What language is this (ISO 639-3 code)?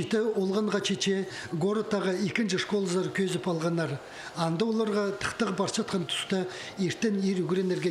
kjh